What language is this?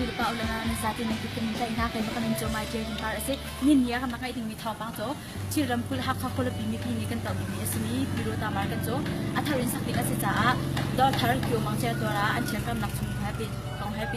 Hakha Chin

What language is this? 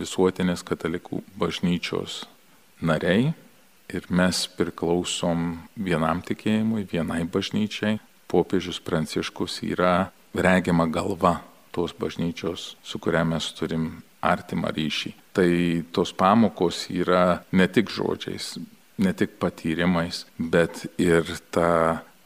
Lithuanian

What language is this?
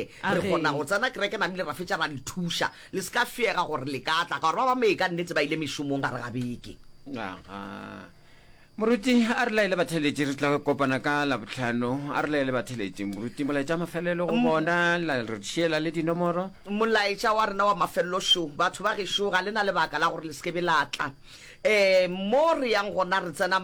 Northern Sotho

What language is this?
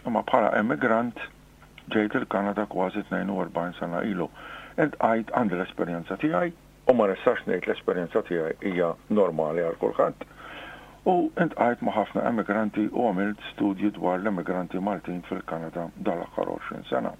Maltese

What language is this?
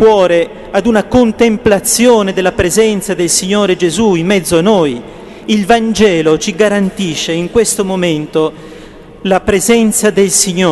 Italian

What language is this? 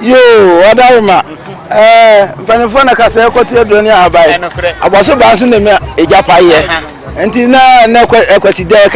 Akan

